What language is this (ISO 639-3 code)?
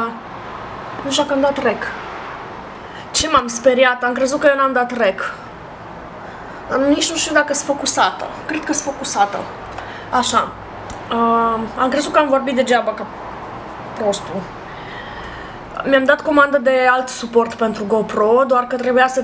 ron